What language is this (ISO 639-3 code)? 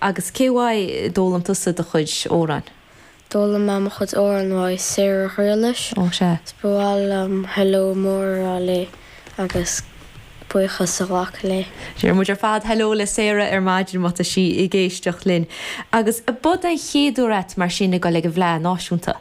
gle